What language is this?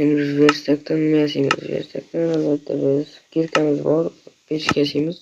Uzbek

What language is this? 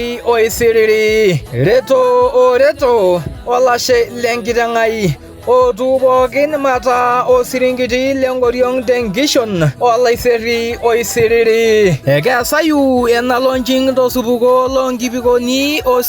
Masai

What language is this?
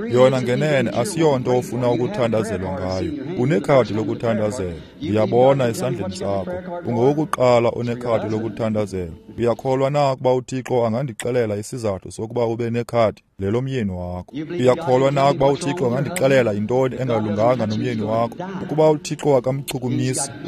Xhosa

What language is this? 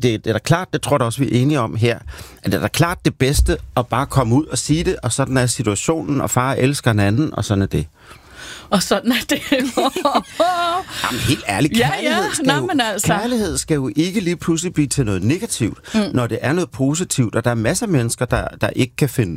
Danish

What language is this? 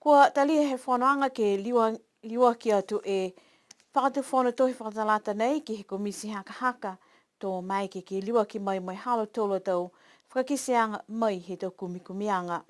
Niuean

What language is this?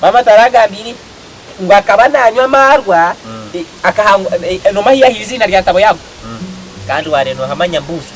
Nyankole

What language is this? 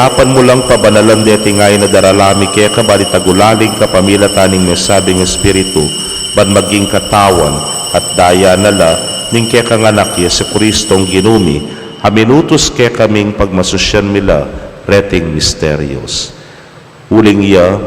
Pampanga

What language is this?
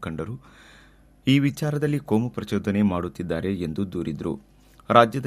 Kannada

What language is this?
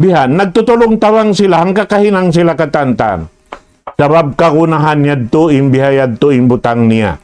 Tausug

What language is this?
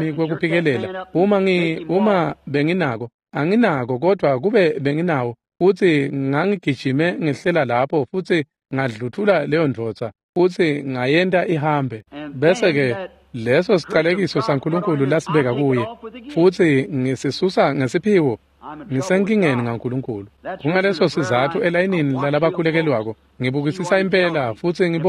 Swati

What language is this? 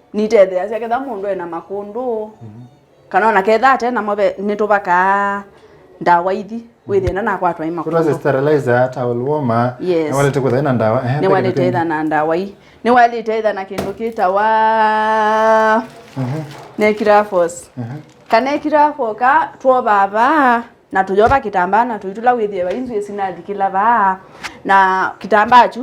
Kamba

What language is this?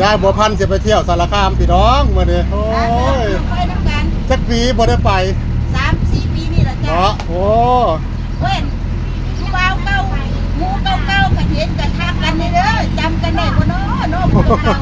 Northeastern Thai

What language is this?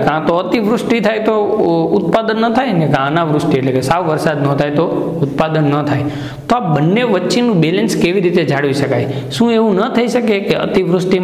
Gujarati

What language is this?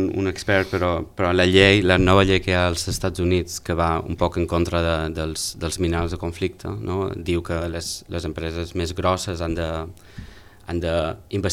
Catalan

